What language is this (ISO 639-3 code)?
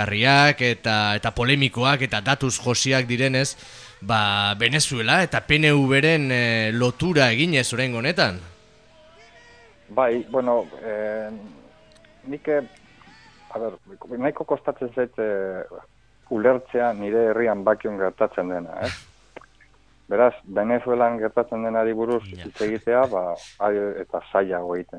eus